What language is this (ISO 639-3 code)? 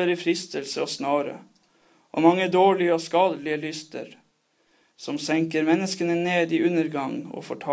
nor